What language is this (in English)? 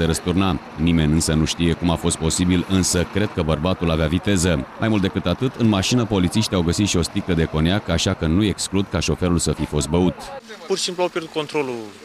Romanian